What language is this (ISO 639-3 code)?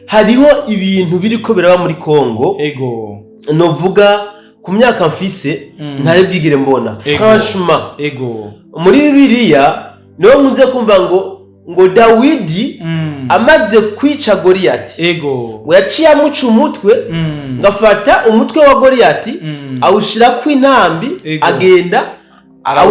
run